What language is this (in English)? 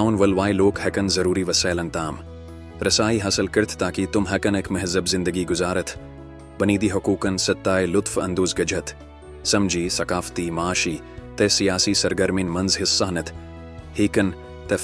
Kashmiri